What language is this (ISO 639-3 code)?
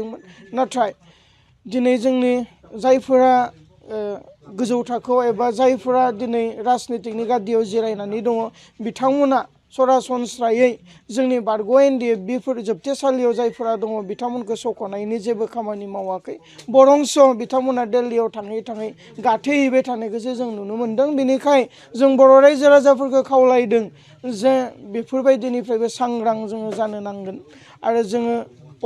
brx